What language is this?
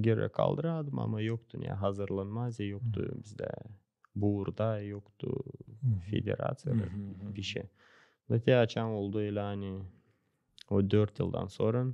Gagauz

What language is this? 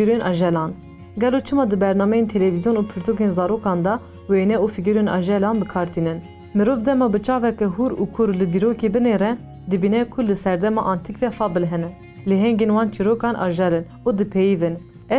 Kurdish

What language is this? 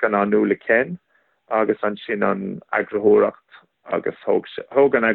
Irish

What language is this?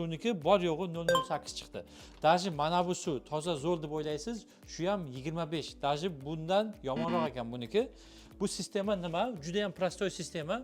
Uzbek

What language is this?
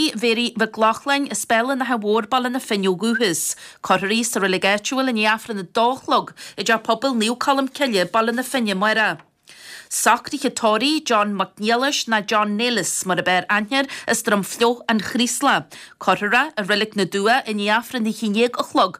Irish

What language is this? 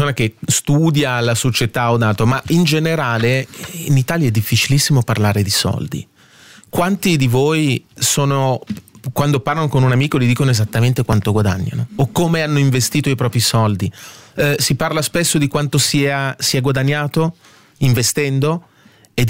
Italian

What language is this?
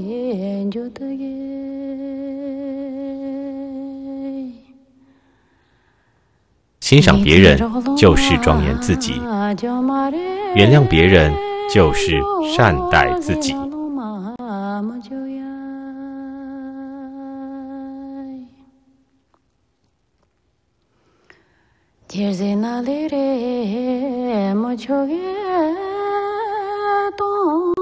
Chinese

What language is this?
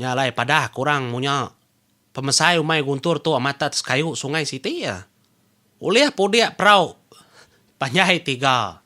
Iban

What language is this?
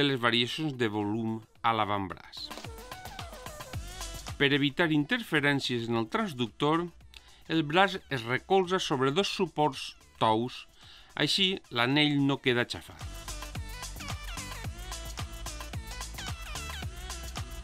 Catalan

